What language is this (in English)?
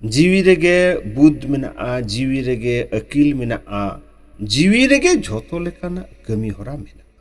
Santali